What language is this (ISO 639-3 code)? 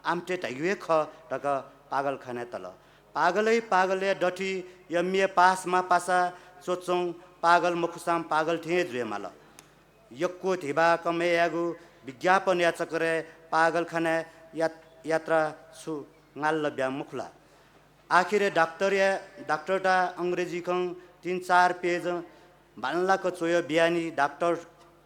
new